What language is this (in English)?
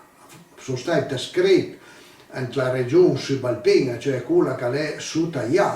Piedmontese